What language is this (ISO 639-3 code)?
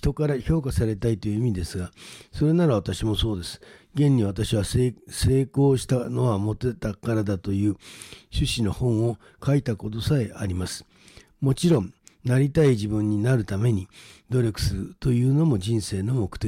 jpn